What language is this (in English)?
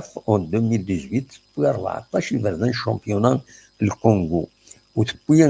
Kabyle